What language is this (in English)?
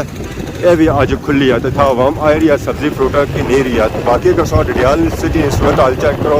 Pahari-Potwari